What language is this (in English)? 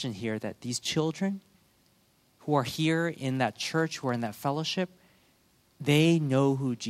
English